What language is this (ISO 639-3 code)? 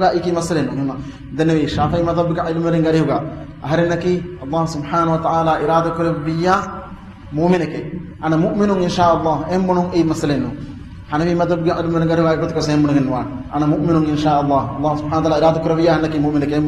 div